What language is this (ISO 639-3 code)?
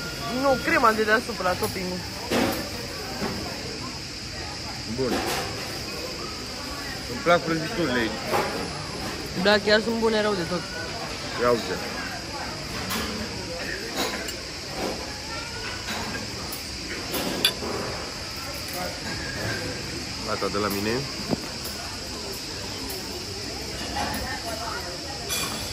ron